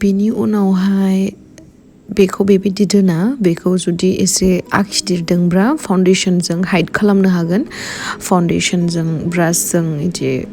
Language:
Bodo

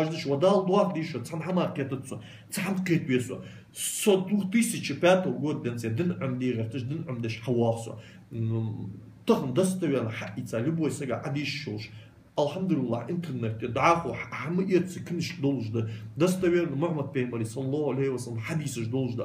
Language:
Ingush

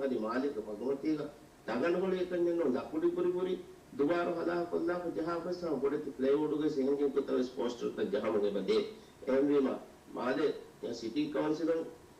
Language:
Divehi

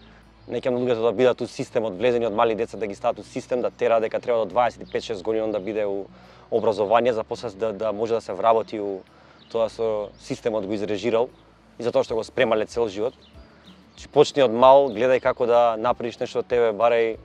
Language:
Macedonian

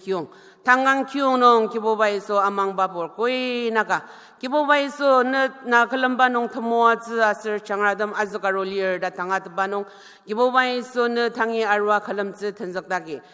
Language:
Ao Naga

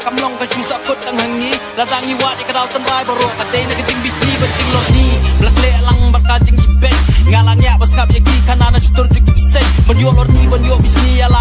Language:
Khasi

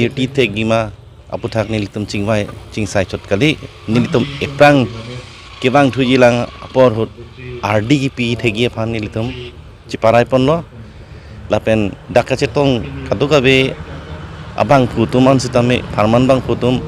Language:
Karbi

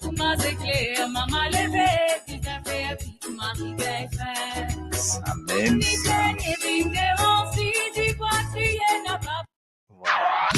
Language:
Morisyen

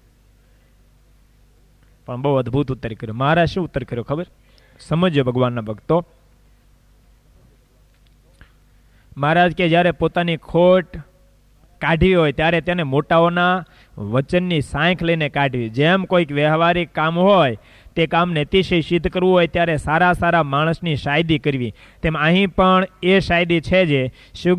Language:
Gujarati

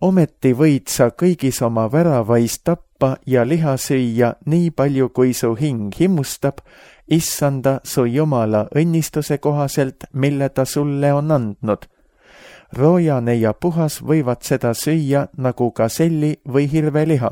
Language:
Estonian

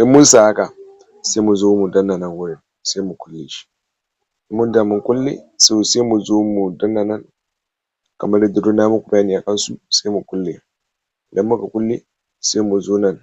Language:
Hausa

